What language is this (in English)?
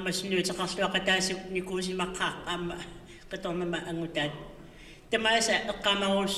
Kalaallisut